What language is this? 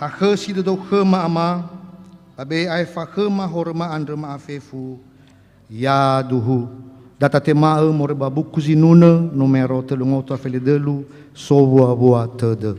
Nias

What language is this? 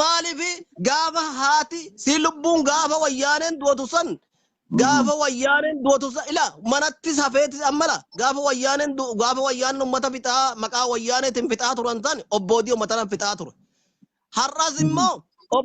Oromo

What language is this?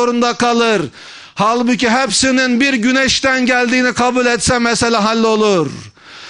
Turkish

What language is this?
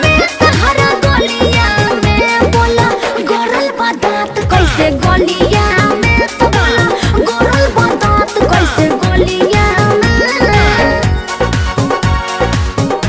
Bhojpuri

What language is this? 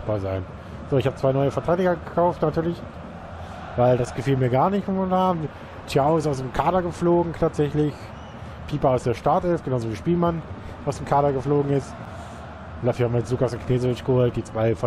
German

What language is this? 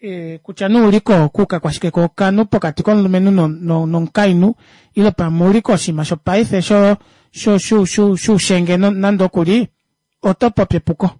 Kuanyama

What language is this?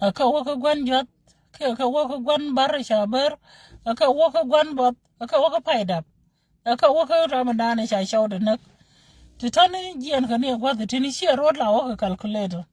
Nuer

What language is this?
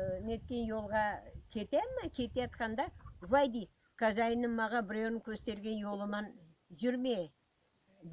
Crimean Tatar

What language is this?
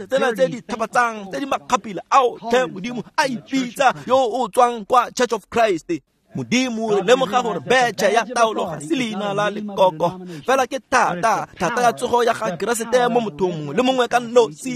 Tswana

